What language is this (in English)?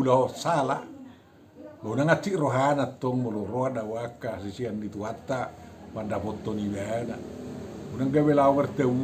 Batak Toba